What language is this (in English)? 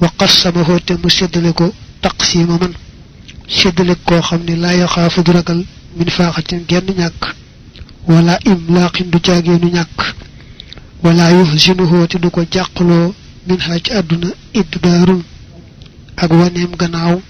Wolof